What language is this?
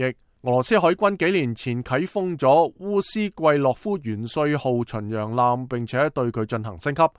Cantonese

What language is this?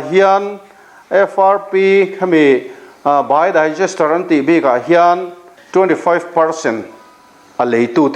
Mizo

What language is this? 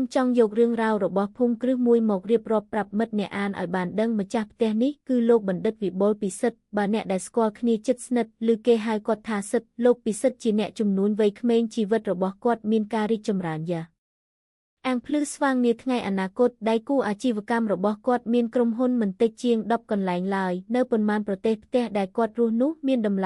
Khmer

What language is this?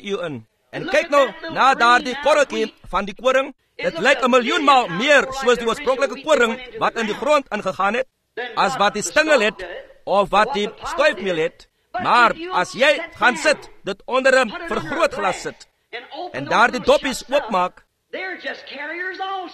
Afrikaans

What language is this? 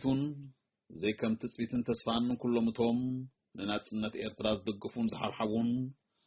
Tigrinya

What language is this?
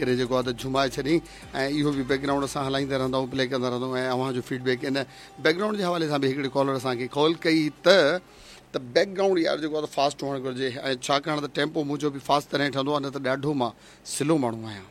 Sindhi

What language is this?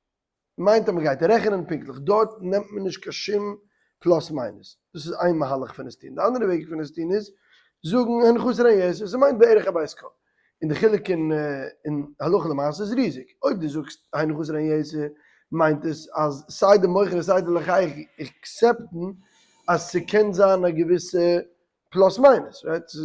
Yiddish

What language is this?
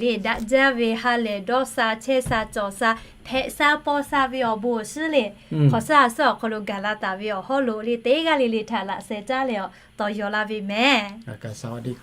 Lahu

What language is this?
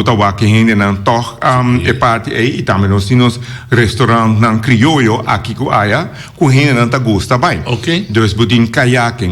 Papiamento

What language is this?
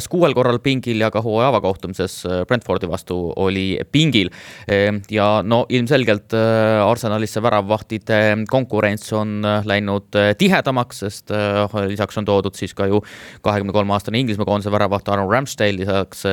Estonian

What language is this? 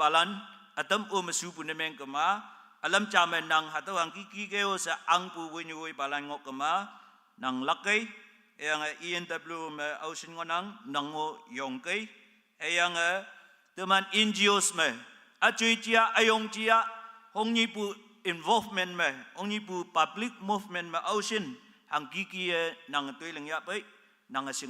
Konyak Naga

